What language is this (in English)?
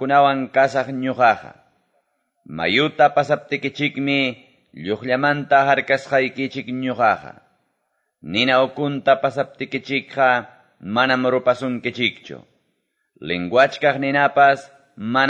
Quechua